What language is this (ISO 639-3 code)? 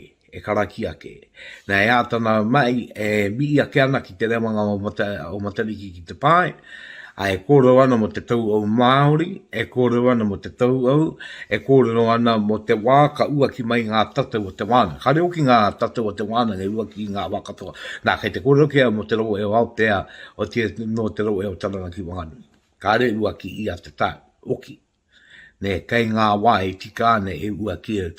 mri